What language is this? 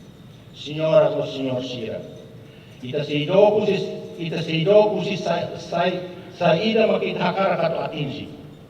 Tetum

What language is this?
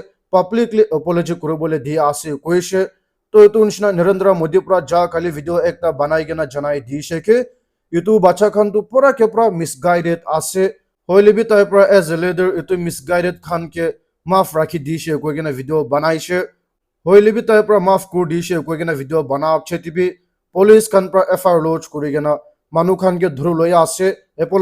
Naga Pidgin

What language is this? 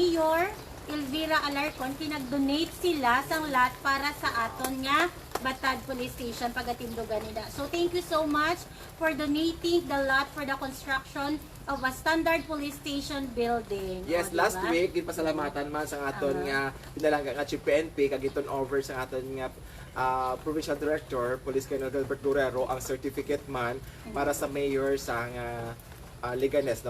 Hiligaynon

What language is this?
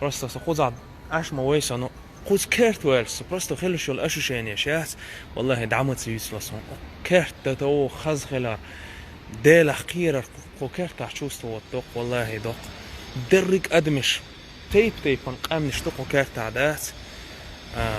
Chechen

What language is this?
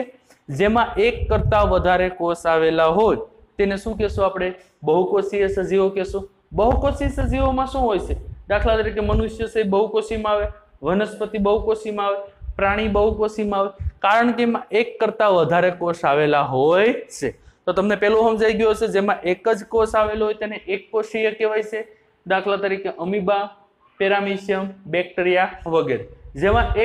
Gujarati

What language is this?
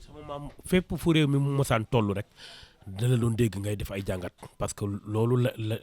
Wolof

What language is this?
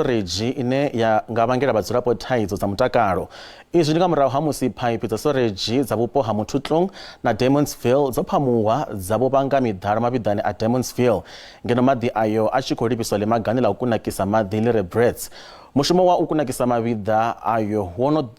Venda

